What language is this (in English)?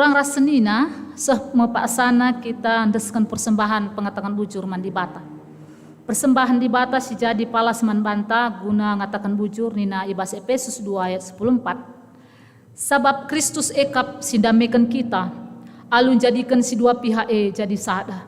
Batak Karo